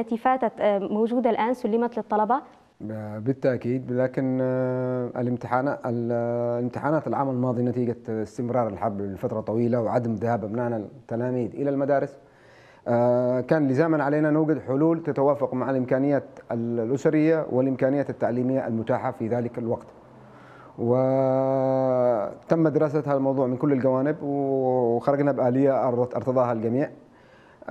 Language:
Arabic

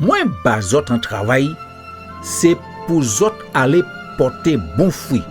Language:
Guadeloupean Creole French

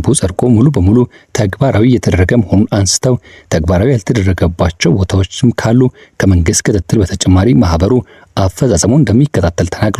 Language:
Amharic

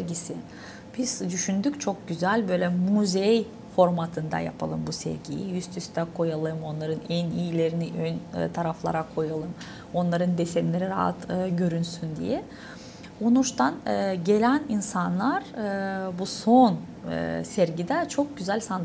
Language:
Gagauz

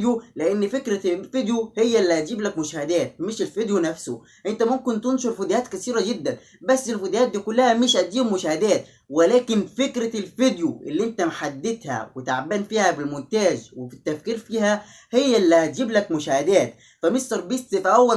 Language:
Egyptian Arabic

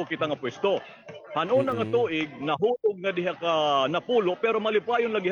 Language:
Waray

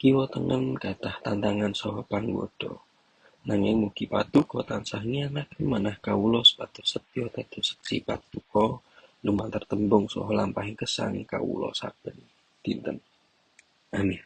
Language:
Javanese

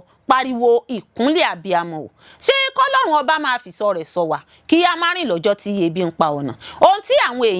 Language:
Yoruba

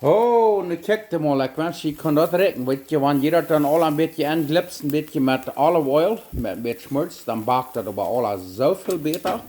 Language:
Plautdietsch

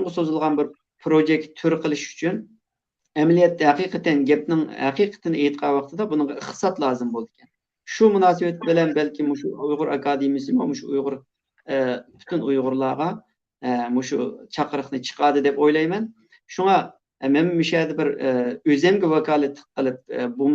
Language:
Uyghur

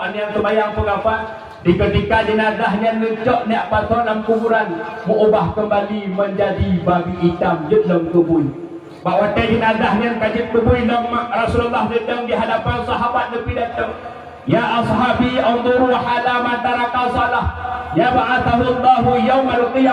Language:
Achinese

